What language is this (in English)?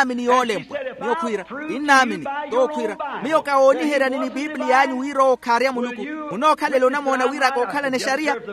Makhuwa